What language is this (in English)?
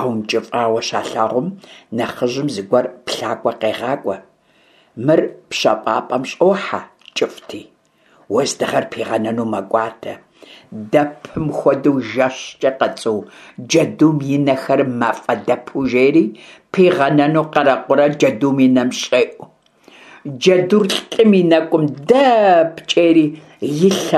Kabardian